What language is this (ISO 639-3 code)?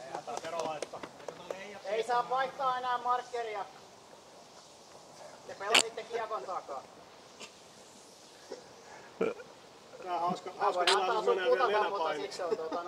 fin